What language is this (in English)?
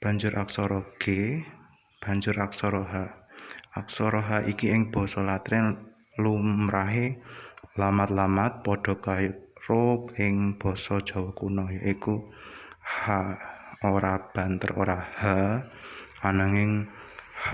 Javanese